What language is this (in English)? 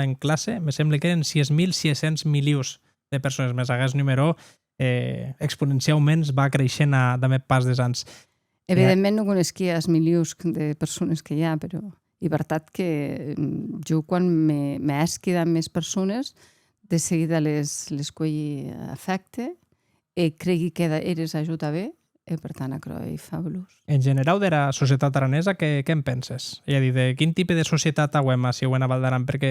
Occitan